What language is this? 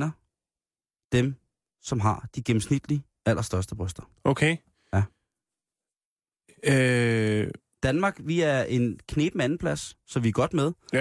Danish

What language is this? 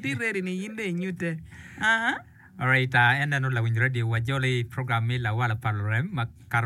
Acoli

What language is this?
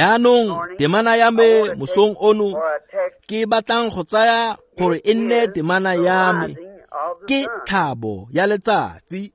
Tswana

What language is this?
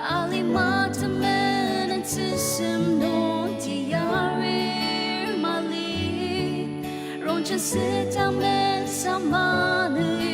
Ao Naga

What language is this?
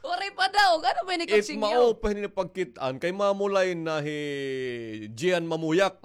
Waray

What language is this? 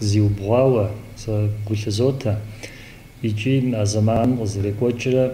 Kabardian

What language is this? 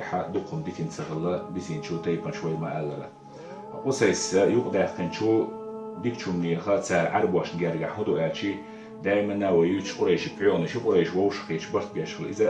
Chechen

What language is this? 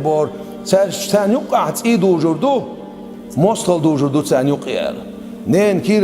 Chechen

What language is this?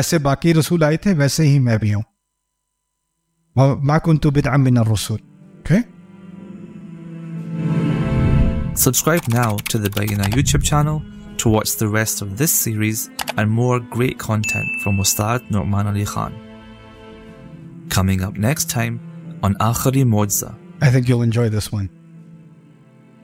Urdu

